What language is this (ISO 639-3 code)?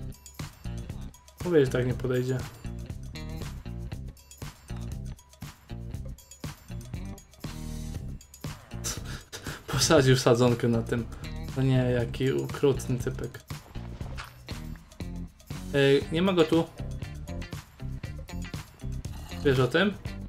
pol